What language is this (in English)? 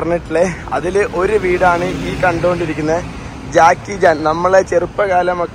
Malayalam